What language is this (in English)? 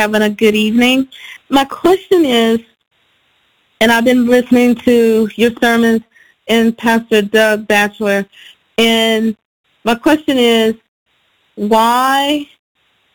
English